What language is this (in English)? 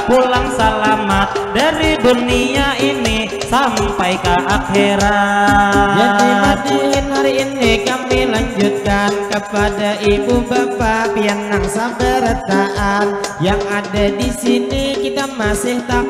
Banjar